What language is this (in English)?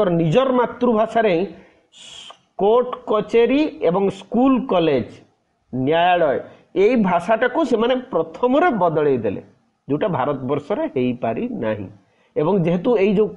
Odia